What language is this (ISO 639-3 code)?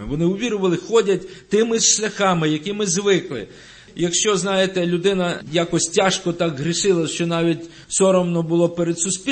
ukr